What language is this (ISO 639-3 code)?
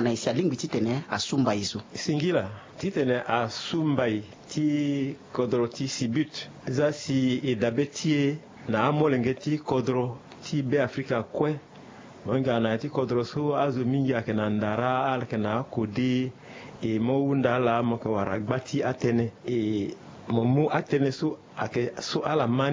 sag